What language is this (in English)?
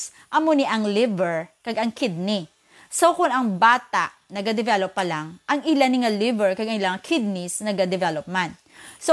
Hiligaynon